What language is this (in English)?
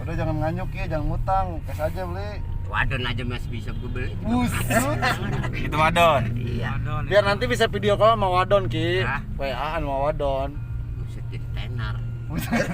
Betawi